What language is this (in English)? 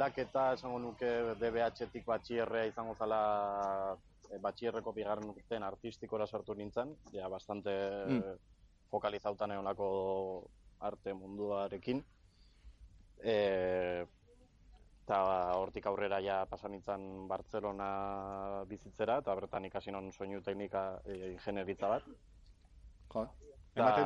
Basque